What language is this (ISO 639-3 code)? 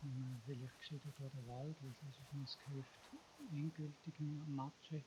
gsw